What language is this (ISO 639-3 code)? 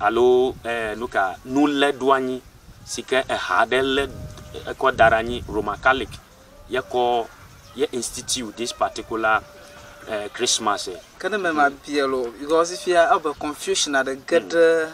ewe